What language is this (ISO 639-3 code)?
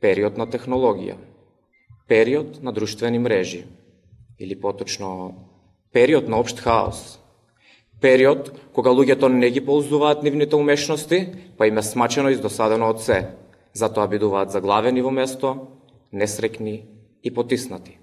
mkd